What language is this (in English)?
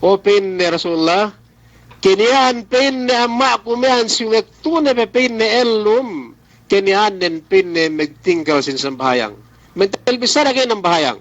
Yakan